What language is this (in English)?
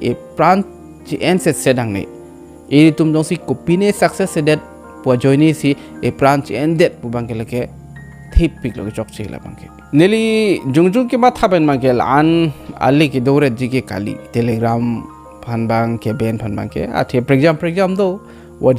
Karbi